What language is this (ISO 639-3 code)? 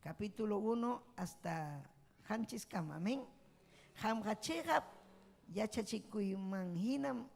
quy